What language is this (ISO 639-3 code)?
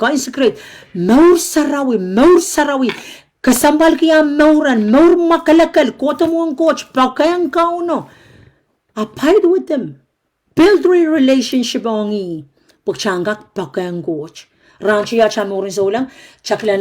pon